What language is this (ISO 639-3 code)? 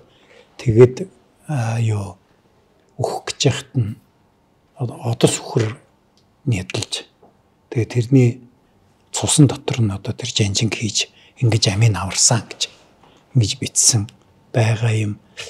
mon